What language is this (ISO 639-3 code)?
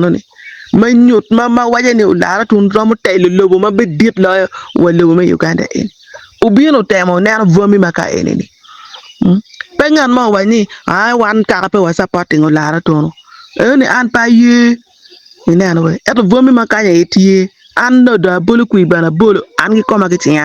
ach